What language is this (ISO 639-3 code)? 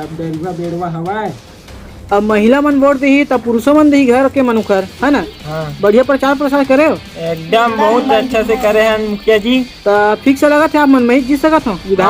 hne